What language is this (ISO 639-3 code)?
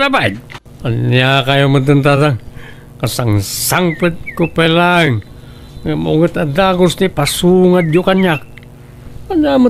ilo